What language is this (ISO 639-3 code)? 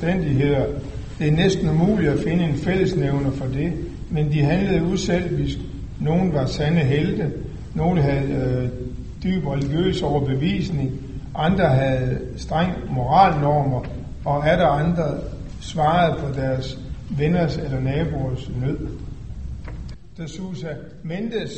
dan